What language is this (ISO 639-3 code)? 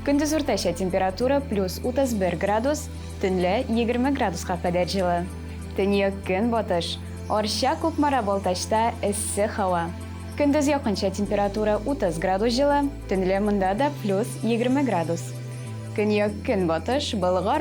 tat